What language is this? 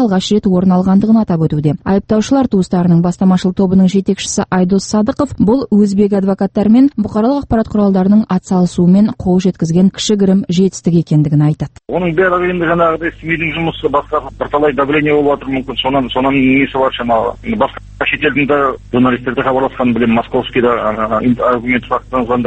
Kazakh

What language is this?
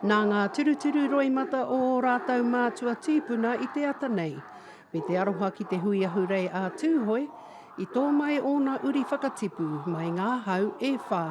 Māori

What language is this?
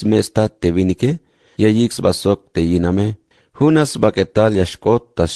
Tzeltal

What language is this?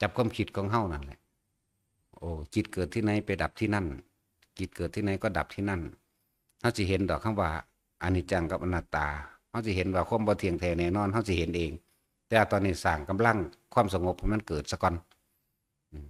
Northeastern Thai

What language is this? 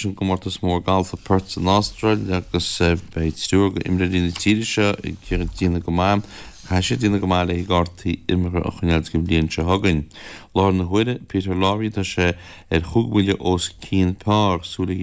Irish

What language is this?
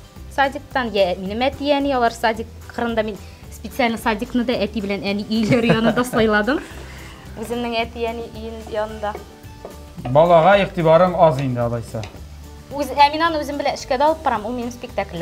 Kazakh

